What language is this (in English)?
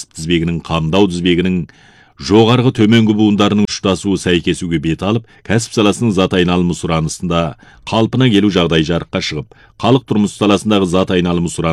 Kazakh